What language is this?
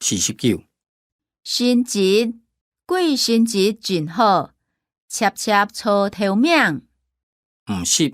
Hakka Chinese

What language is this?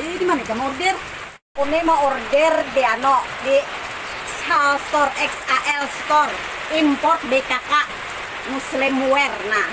Banjar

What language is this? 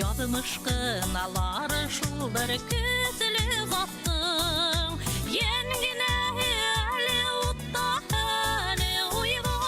Bashkir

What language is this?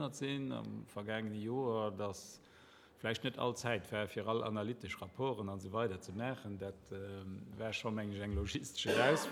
Luxembourgish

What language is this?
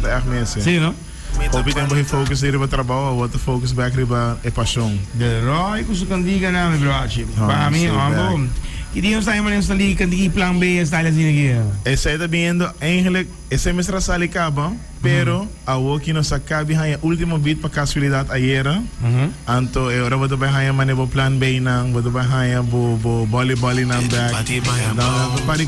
Papiamento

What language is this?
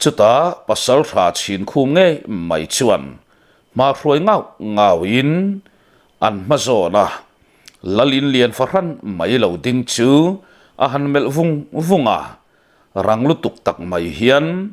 Mizo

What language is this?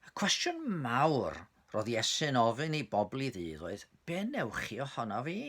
Welsh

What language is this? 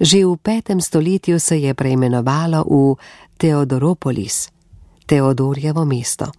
Slovenian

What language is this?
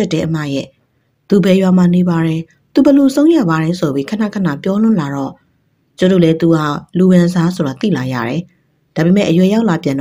Burmese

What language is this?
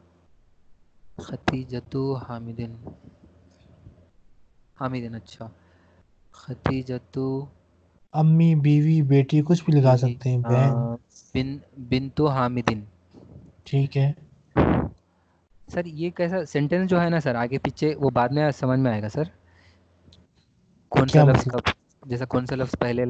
Urdu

